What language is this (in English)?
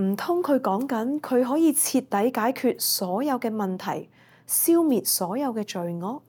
Cantonese